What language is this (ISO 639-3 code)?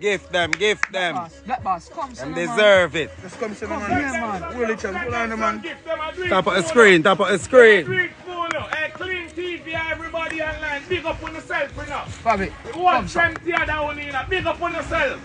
jam